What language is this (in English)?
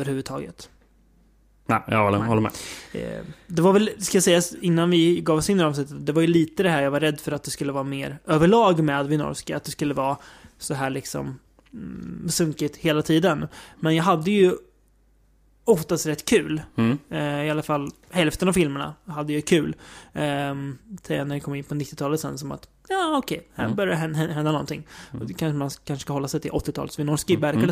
Swedish